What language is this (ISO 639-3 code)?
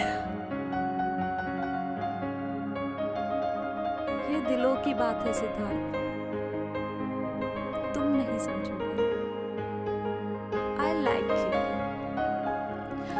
hin